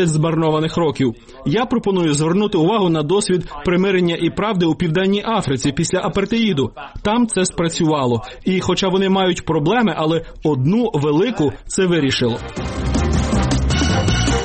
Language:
Ukrainian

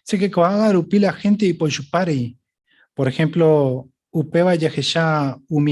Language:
Guarani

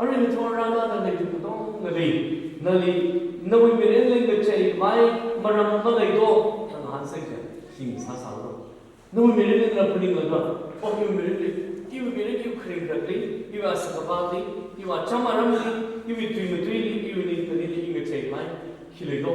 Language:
Tangkhul Naga (India)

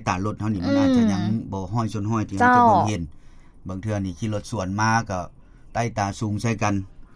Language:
Lao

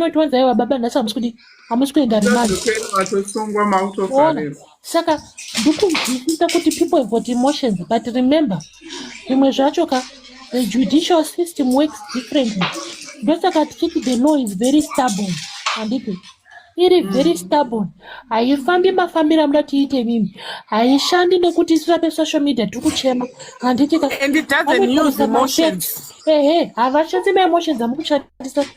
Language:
Shona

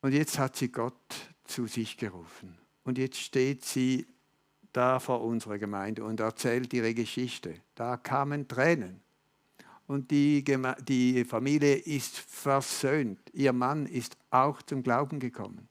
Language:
Swiss German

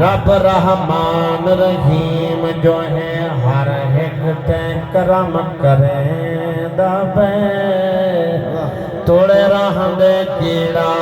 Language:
Saraiki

